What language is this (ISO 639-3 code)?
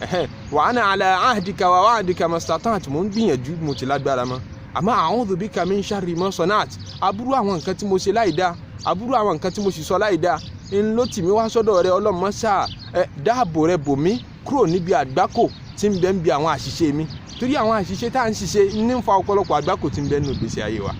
yor